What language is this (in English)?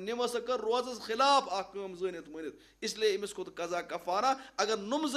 Kashmiri